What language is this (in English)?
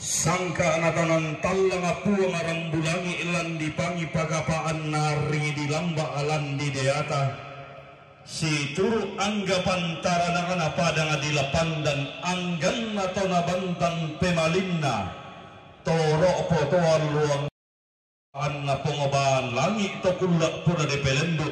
Toraja-Sa'dan